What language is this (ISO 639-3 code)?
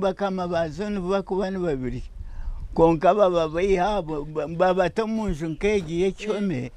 nyn